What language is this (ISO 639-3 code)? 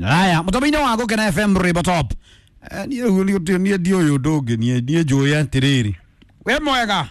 kik